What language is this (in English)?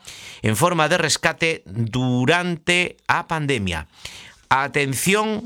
Galician